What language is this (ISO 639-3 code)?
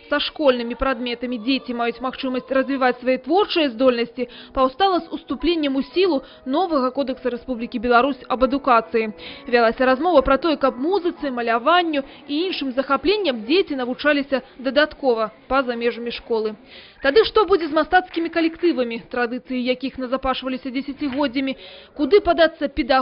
bel